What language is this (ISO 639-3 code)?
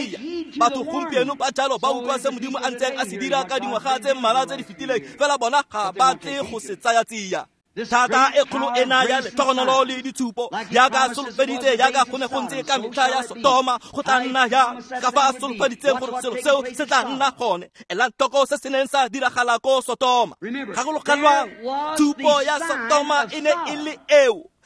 tsn